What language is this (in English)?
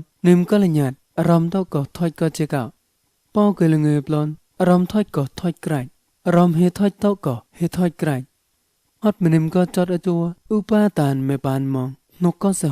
Mon